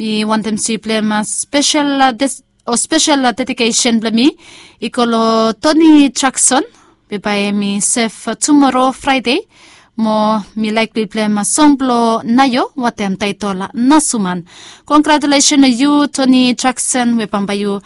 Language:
Bislama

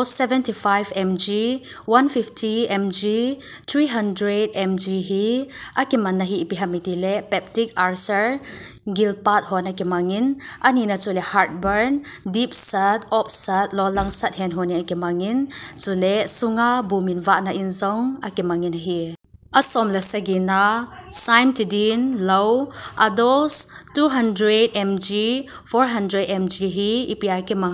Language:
Thado Chin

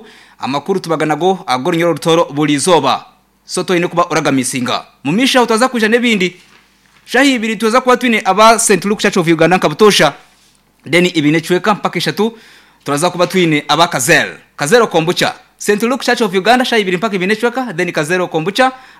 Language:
Nyankole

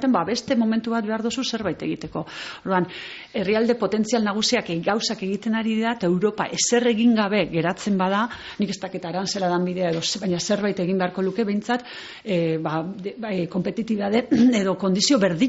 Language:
Basque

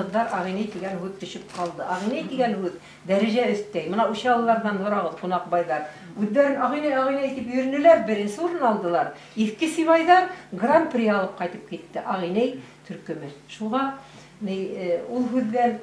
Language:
Bashkir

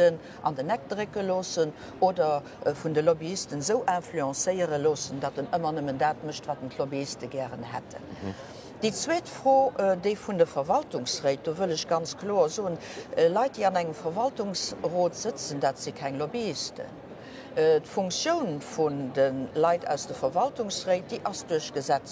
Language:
Luxembourgish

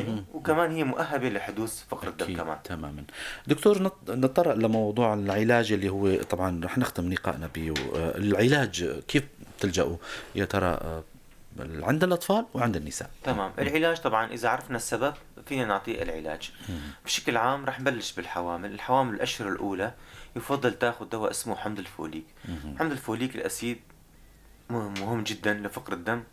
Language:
North Levantine Arabic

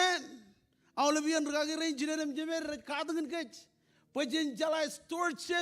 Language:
Marshallese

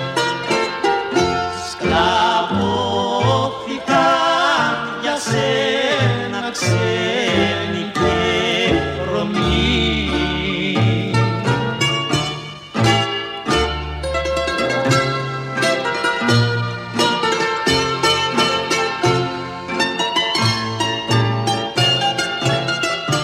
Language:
Greek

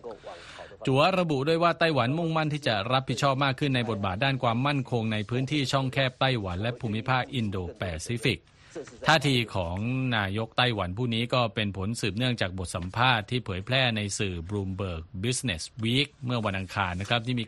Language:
Thai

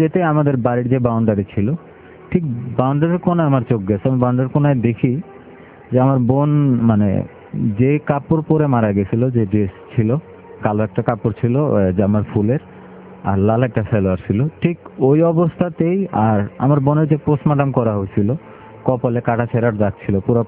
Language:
Bangla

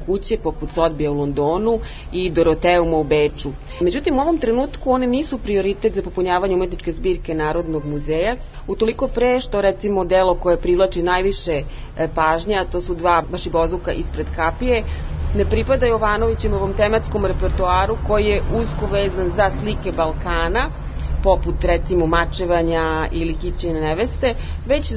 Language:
Serbian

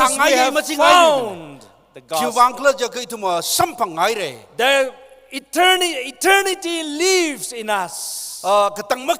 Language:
Tangkhul Naga (India)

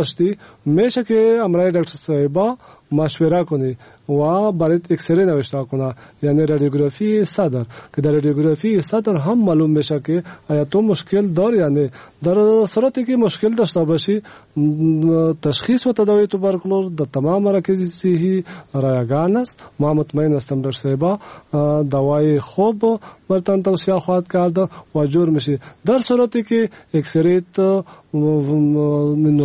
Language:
Persian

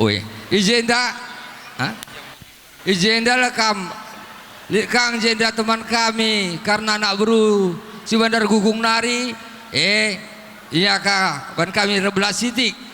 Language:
Batak Karo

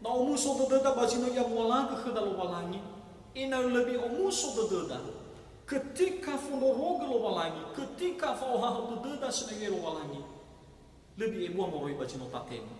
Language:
Nias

